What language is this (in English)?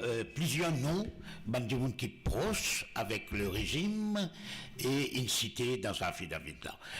Morisyen